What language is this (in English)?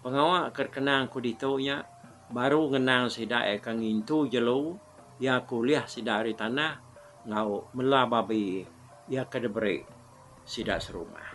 Iban